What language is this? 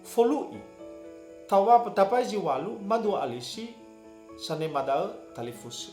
Nias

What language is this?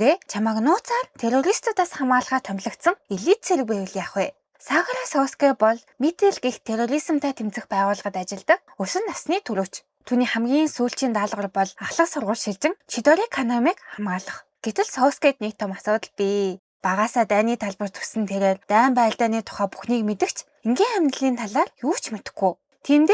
Mongolian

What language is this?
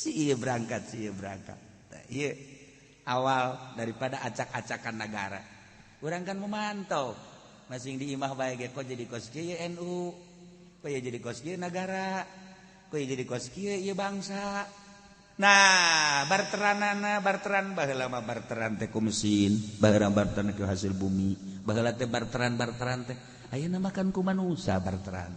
Sundanese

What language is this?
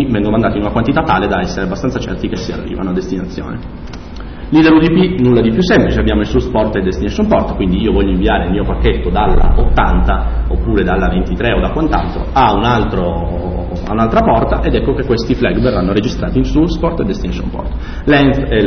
Italian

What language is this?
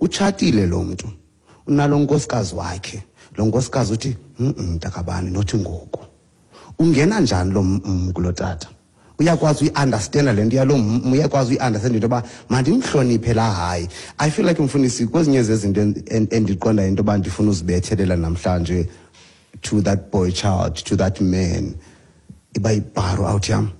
Xhosa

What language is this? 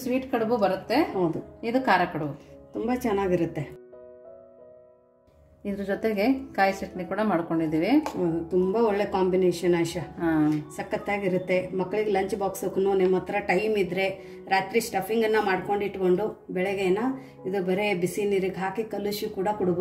Kannada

